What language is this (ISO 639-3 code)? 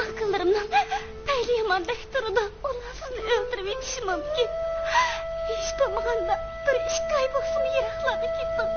uig